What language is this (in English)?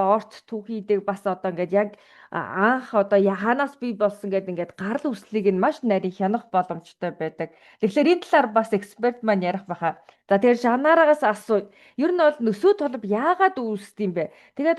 Mongolian